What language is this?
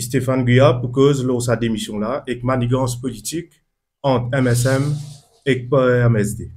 Morisyen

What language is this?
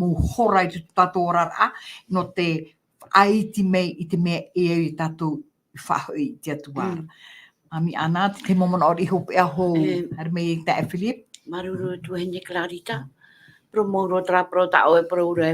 Tahitian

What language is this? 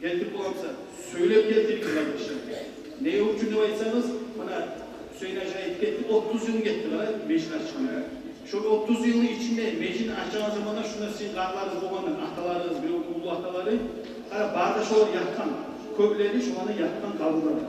Kumyk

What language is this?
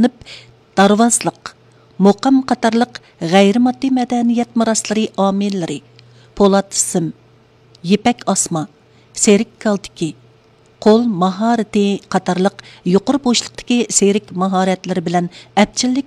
Uyghur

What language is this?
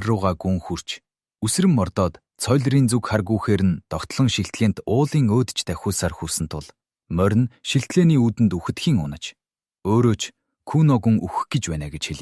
Mongolian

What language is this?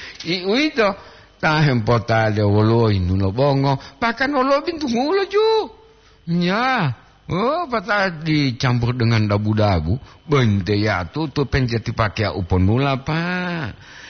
Gorontalo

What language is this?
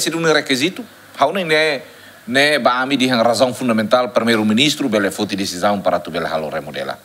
Tetum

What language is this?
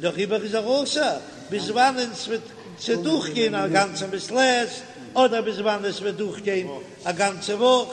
Yiddish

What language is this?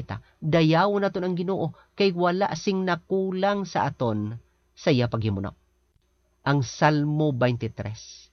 Hiligaynon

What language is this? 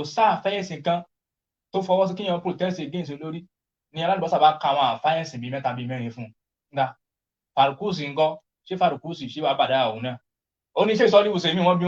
Yoruba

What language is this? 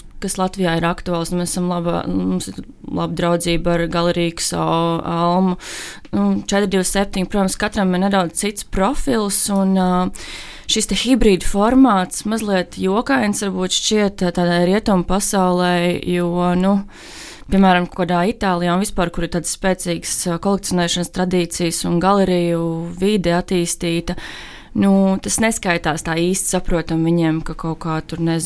Latvian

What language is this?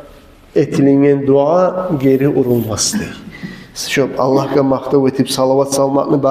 Kumyk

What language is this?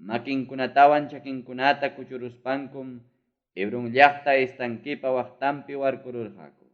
Ayacucho Quechua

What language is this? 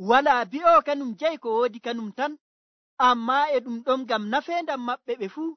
Nigerian Fulfulde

